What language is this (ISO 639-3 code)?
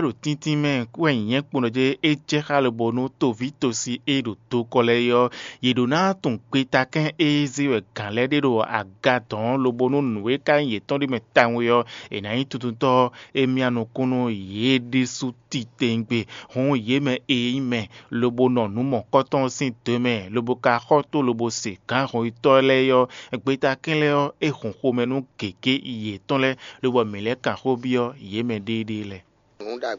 fon